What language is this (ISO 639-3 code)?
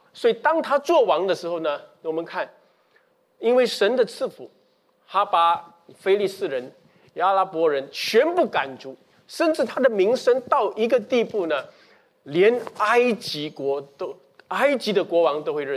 zho